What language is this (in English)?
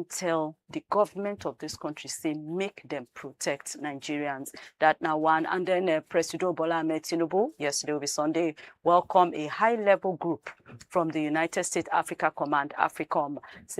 Nigerian Pidgin